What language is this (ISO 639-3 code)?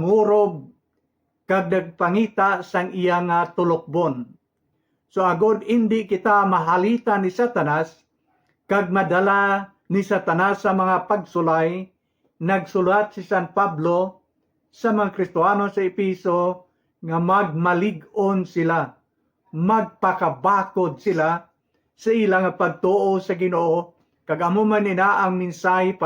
hil